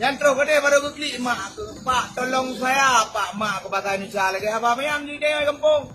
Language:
Achinese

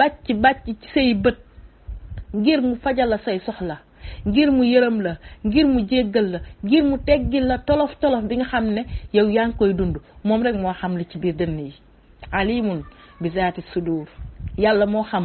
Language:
Wolof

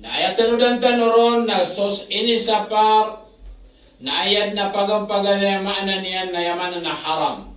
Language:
Maranao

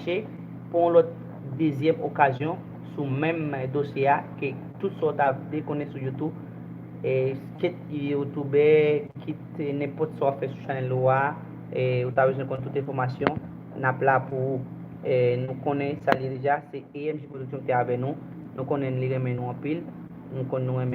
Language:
Haitian Creole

